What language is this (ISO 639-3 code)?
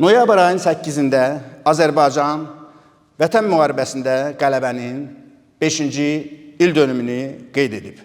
aze